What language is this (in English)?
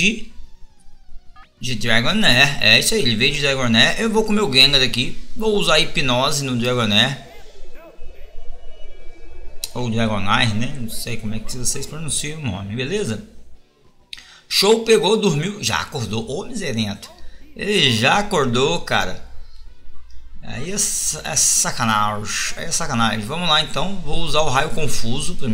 Portuguese